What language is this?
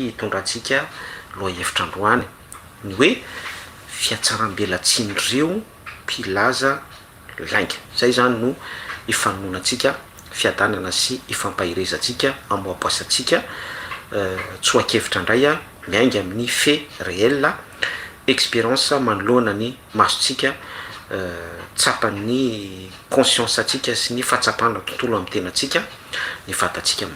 Malagasy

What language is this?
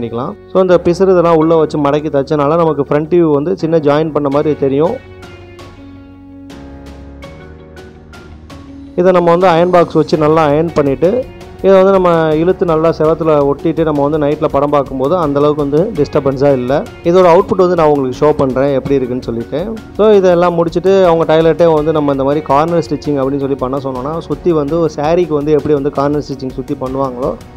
Tamil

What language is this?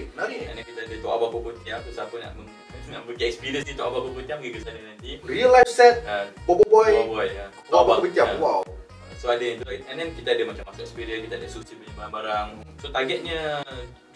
Malay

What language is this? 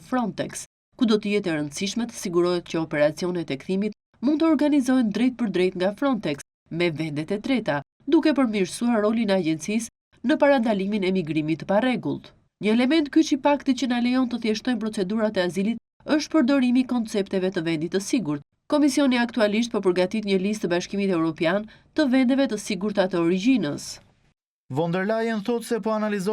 Albanian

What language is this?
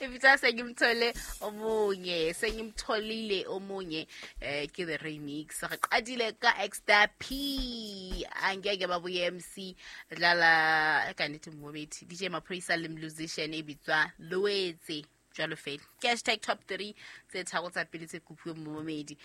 Southern Sotho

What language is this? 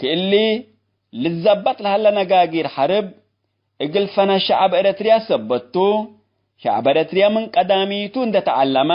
Tigre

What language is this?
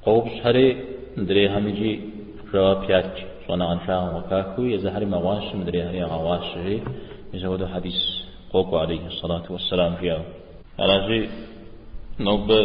Kabardian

